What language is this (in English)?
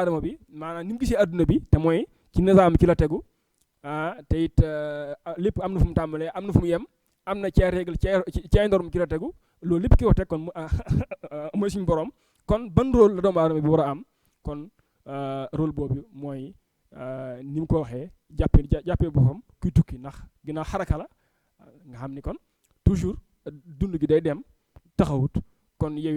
Wolof